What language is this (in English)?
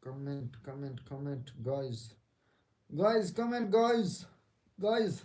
Saraiki